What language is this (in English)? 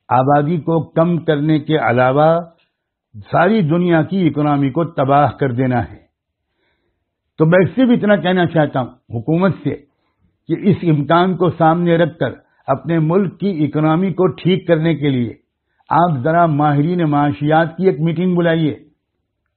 Urdu